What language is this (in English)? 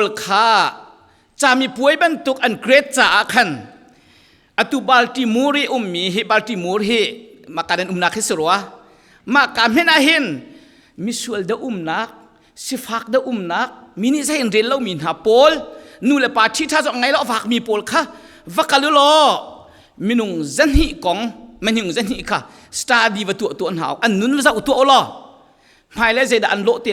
Falam Chin